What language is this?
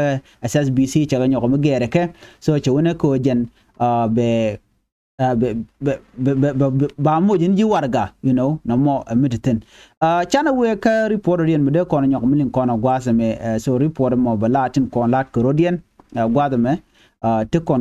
Nuer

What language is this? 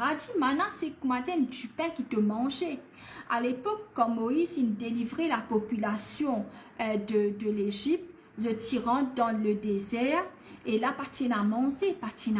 Morisyen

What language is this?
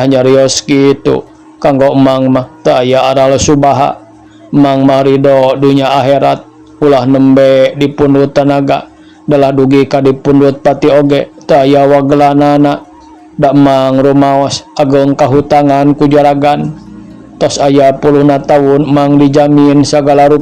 Sundanese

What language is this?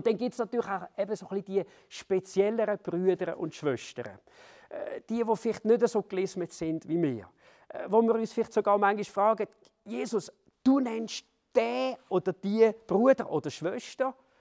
Swiss German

